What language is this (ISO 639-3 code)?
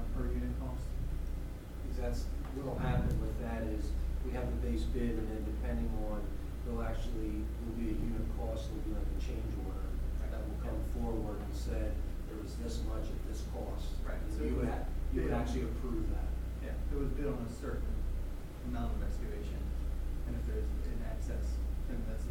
eng